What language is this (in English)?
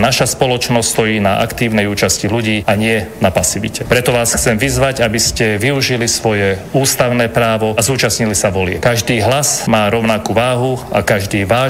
Slovak